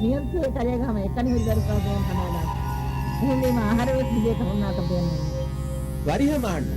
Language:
Divehi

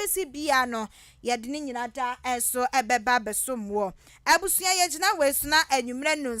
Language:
Akan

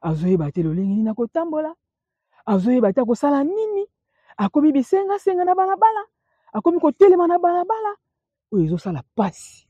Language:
Lingala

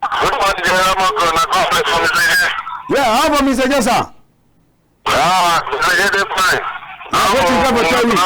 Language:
Cameroon Pidgin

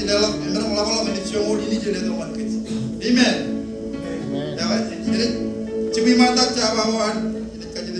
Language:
Marshallese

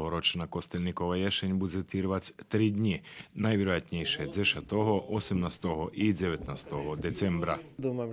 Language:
Rusyn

